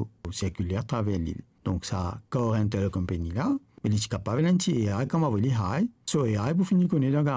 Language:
Morisyen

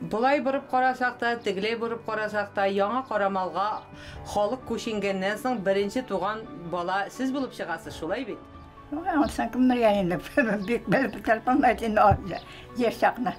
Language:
Tatar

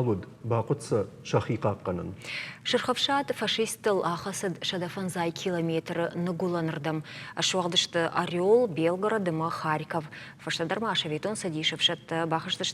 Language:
Ossetic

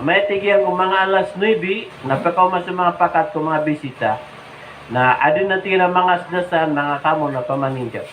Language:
Maranao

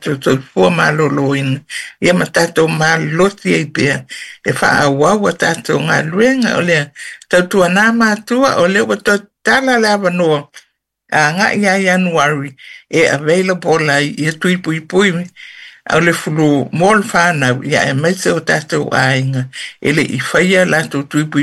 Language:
Samoan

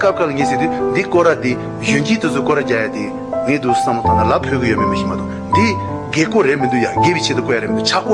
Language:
Tibetan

